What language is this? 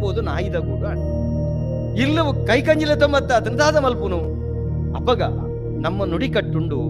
Tulu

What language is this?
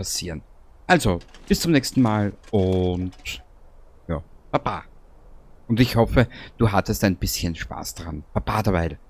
Bavarian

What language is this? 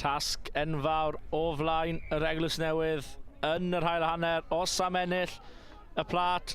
Welsh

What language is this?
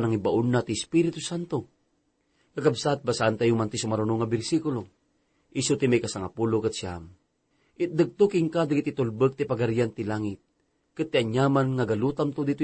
Iloko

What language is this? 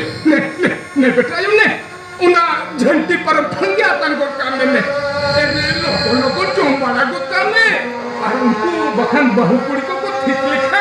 Santali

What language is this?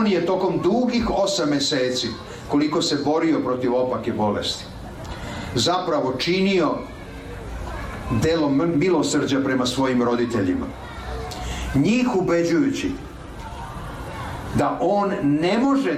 Serbian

